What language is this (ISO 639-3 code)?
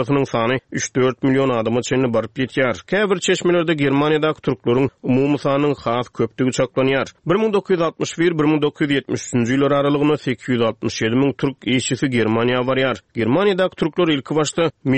tuk